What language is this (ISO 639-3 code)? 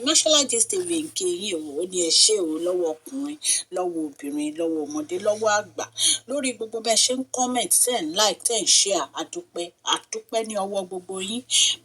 yor